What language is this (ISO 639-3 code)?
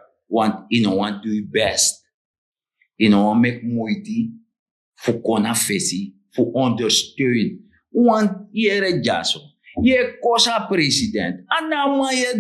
srn